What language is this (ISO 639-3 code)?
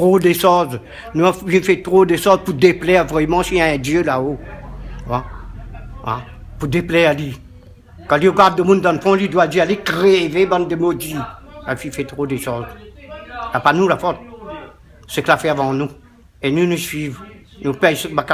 rcf